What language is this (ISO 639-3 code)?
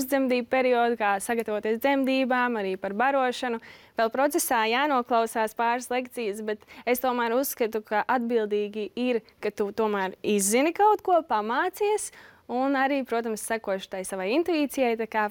lav